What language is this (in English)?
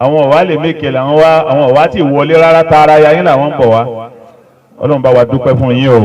Yoruba